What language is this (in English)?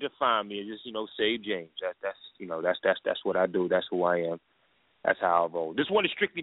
English